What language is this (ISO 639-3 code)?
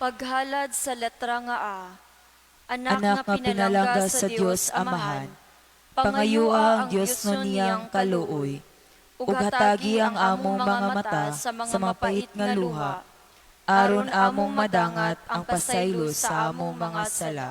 ceb